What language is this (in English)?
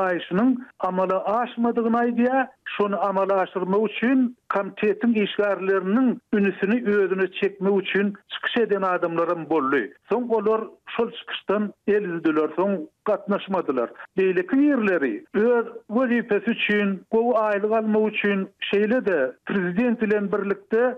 Turkmen